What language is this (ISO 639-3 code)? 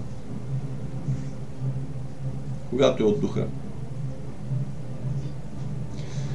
bul